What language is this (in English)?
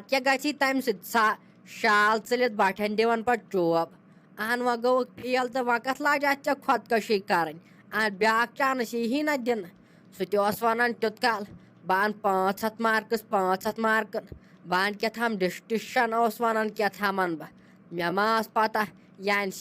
Kashmiri